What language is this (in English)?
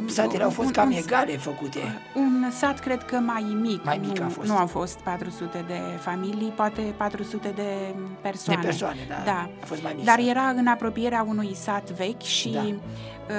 Romanian